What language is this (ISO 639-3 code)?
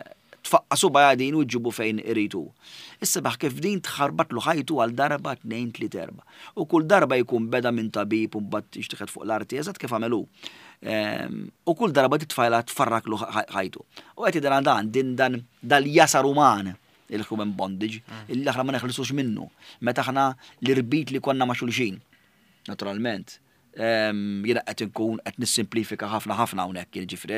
mlt